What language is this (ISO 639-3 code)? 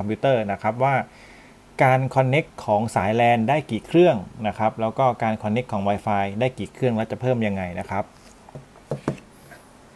tha